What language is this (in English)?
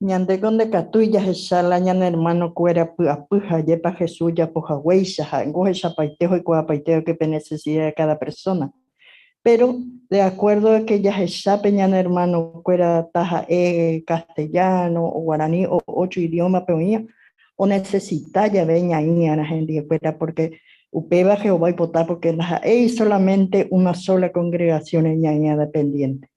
Guarani